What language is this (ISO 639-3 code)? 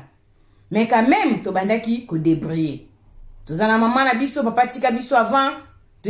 lin